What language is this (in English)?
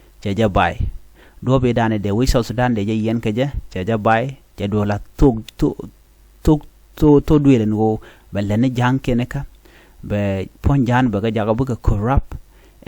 Nuer